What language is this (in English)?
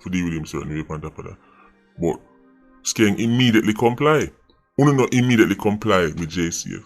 Jamaican Creole English